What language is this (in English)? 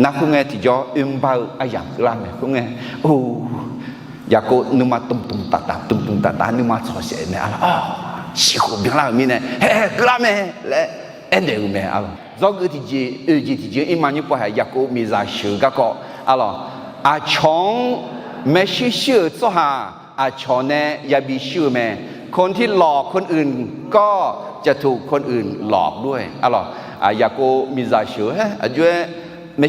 Akha